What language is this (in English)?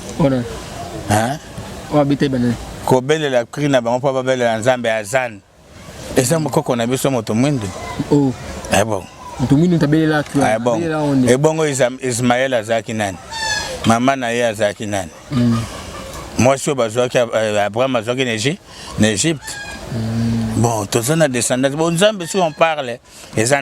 Lingala